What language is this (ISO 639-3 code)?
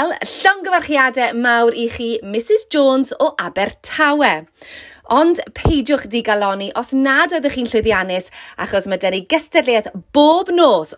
cym